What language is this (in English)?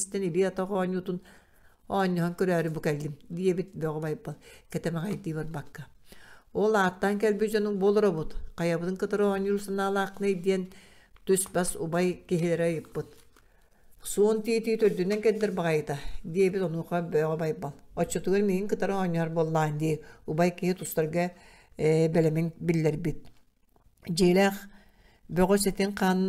Yakut